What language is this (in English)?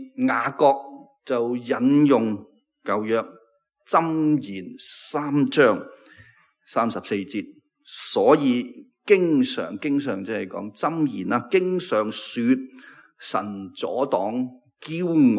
Cantonese